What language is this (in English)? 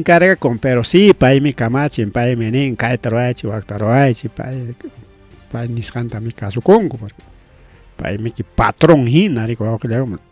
Ayacucho Quechua